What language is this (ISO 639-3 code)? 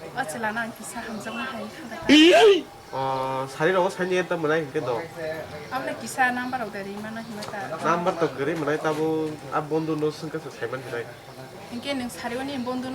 trp